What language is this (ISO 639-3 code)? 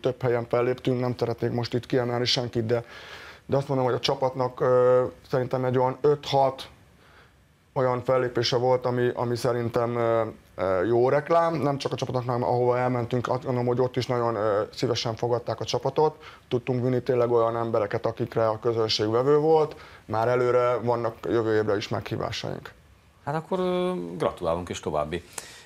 hun